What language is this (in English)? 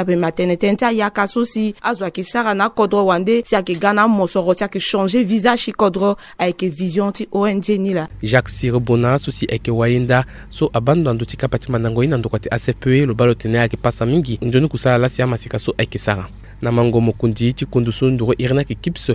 Sango